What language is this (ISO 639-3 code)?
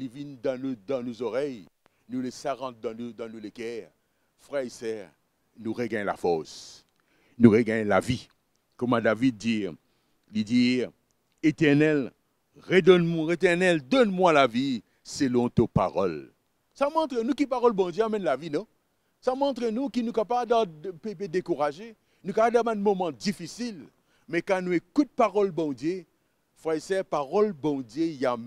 mfe